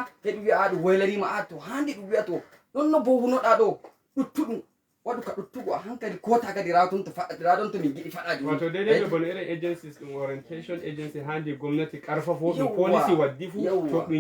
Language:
Fula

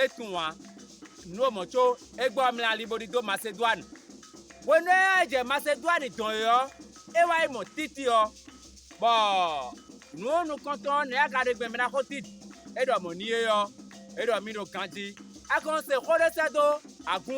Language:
Fon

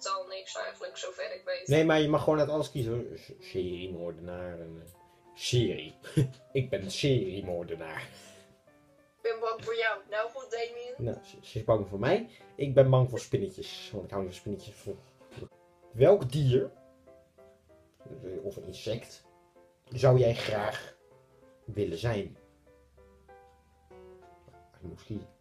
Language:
Dutch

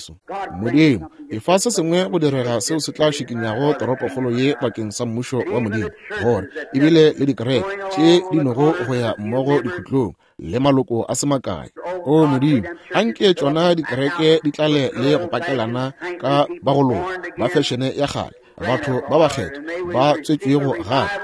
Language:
Northern Sotho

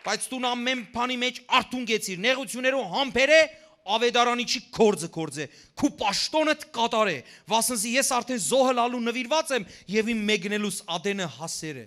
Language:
Western Armenian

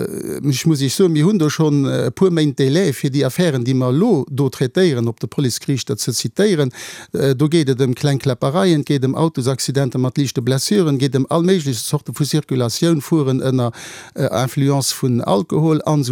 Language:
Luxembourgish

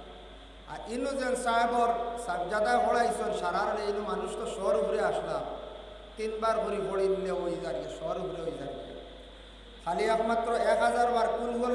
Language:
Sylheti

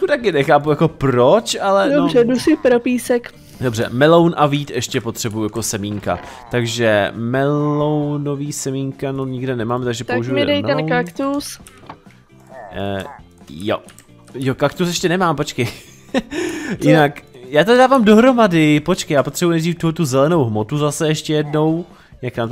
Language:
Czech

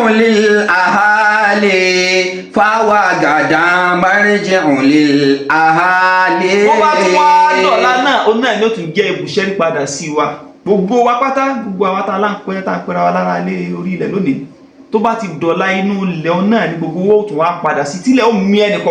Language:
Yoruba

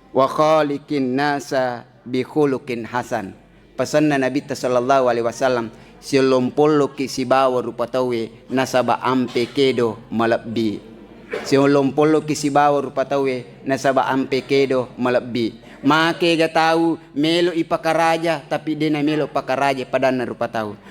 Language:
Buginese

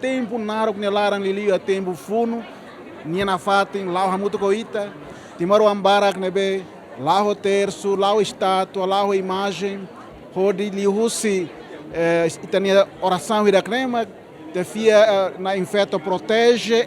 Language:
Tetum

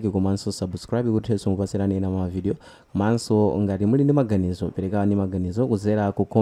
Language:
Nyanja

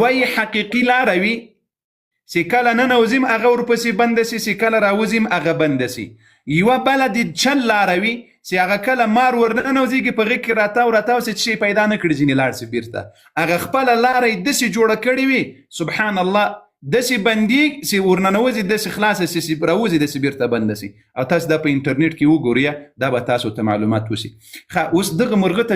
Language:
Pashto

